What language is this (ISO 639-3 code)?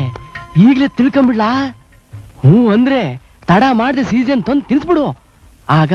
kan